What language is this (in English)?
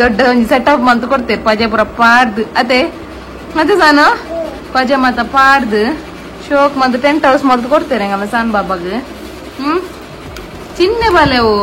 Tulu